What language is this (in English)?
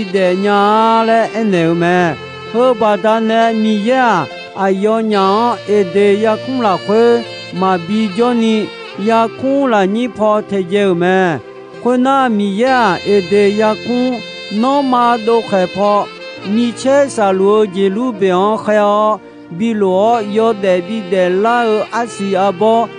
Akha